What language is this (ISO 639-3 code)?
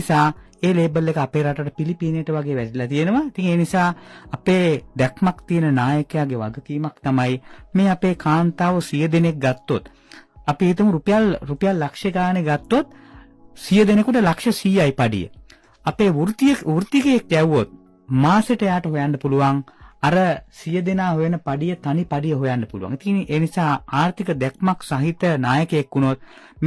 sin